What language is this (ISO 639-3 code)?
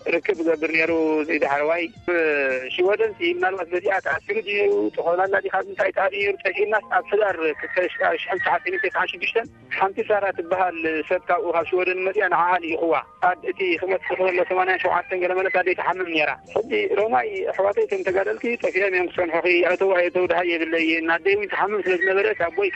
tir